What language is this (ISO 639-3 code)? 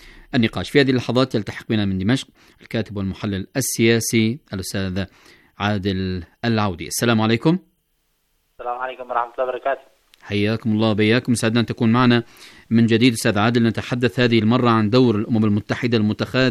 ara